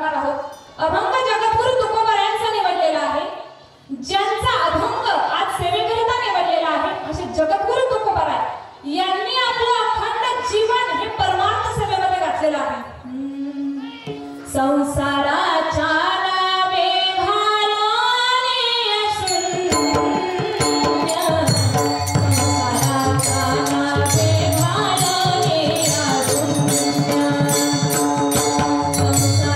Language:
Marathi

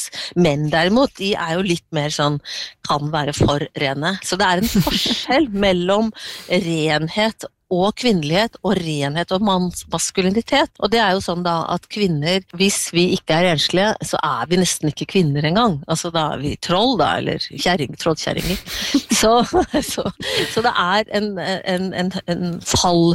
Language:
Norwegian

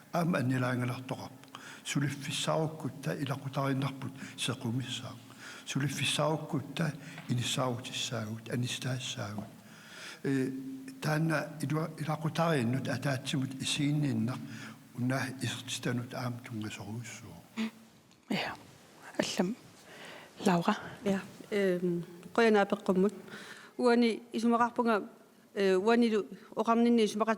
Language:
Kalaallisut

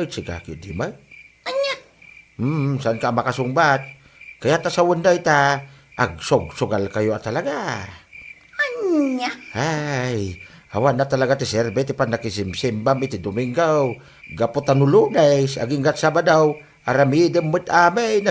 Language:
Iloko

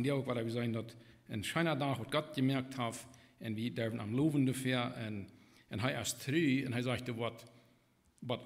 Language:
Plautdietsch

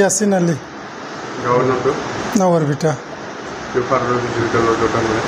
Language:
Bodo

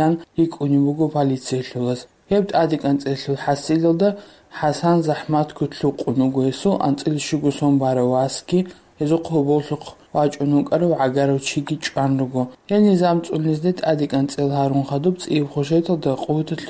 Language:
Avaric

